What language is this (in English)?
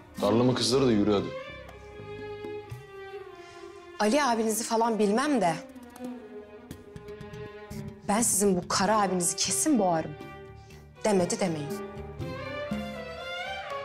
Turkish